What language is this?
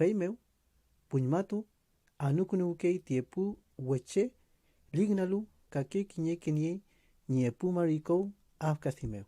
Mapuche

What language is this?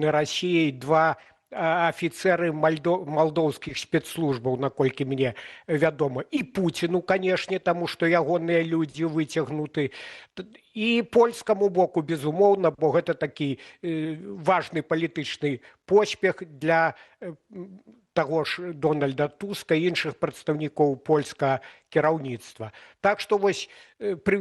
Belarusian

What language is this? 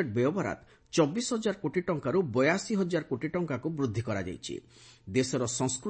Odia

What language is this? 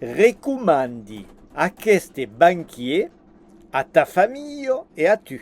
Occitan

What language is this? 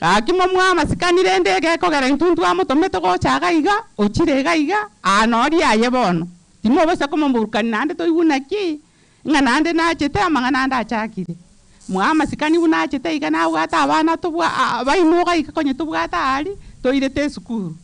Gusii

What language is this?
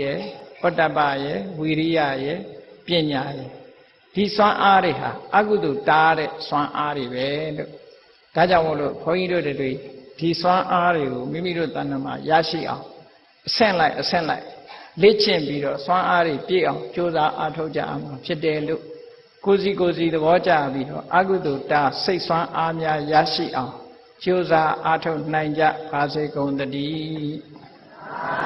Burmese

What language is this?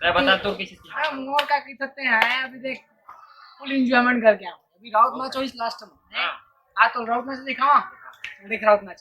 Chhattisgarhi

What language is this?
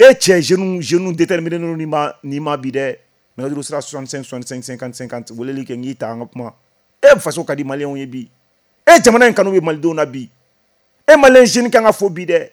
Bambara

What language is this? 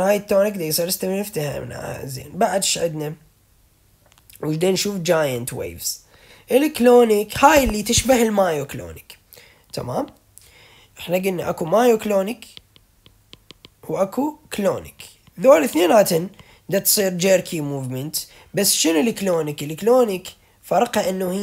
Mesopotamian Arabic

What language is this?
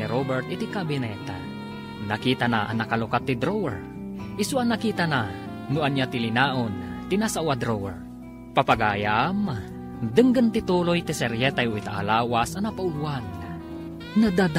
Iloko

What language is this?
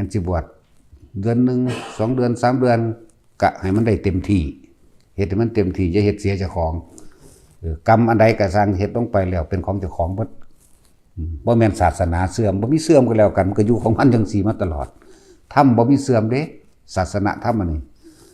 Northeastern Thai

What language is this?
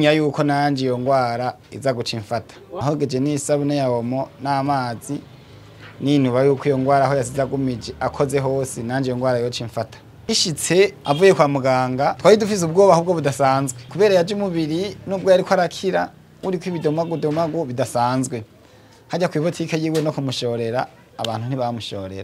Rundi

